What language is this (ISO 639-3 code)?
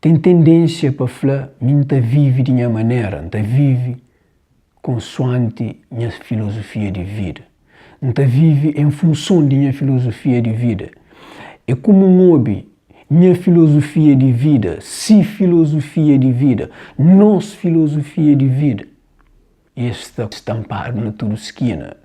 kea